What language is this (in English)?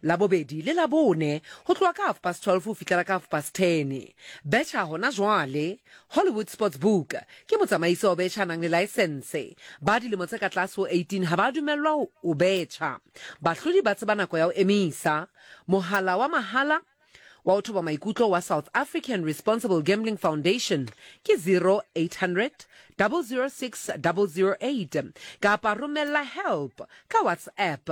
Southern Sotho